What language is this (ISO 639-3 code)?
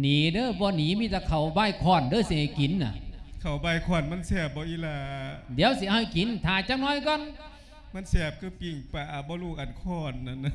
lao